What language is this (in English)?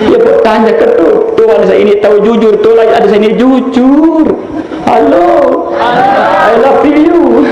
Sasak